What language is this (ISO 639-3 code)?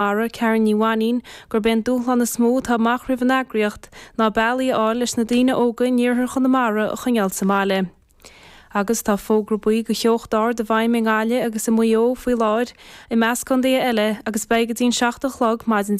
gle